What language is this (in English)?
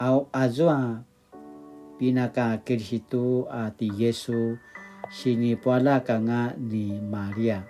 Paiwan